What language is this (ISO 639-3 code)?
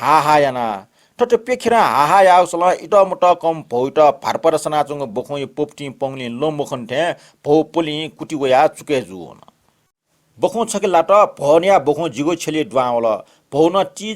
new